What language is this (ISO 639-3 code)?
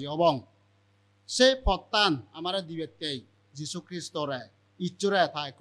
ccp